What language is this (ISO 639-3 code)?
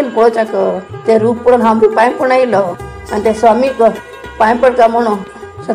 kok